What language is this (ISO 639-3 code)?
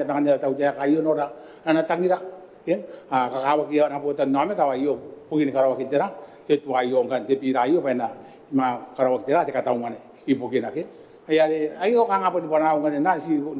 gil